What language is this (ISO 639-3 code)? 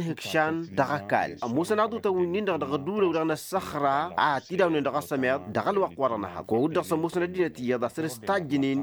taq